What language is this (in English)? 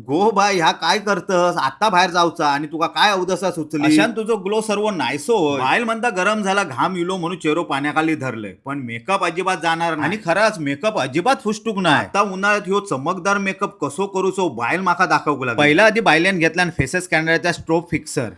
Konkani